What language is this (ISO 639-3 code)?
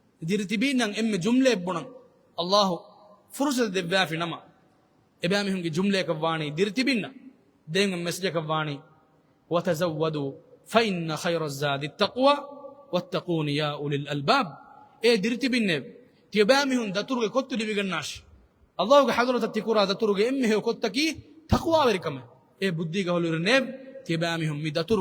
div